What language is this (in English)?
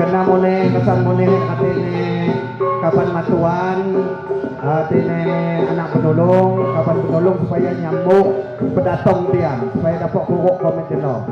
Lampung Api